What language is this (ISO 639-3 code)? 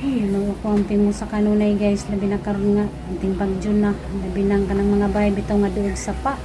ceb